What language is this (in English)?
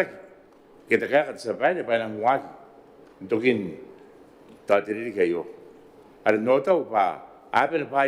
Gilbertese